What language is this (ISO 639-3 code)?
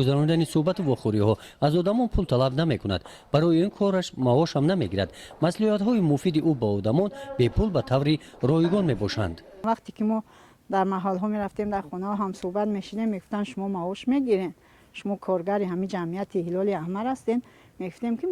tgk